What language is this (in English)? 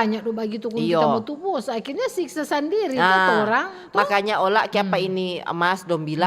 Manado Malay